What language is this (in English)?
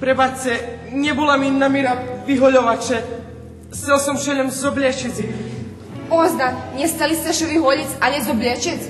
Rusyn